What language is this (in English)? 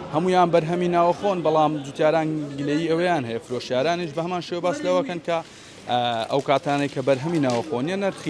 Central Kurdish